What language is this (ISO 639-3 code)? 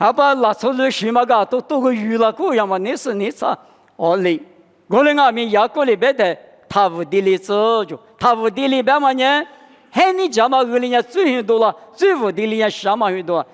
lis